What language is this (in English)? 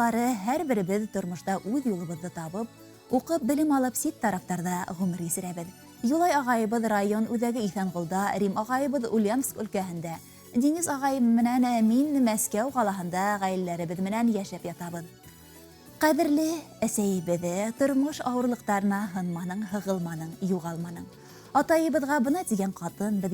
Bashkir